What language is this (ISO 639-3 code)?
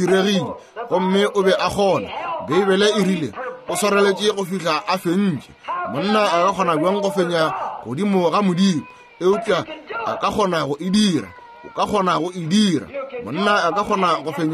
nso